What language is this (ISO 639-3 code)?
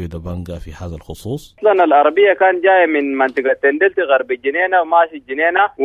apd